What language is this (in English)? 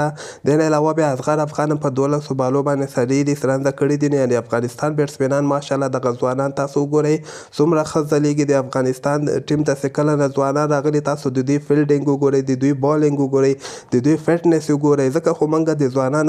Pashto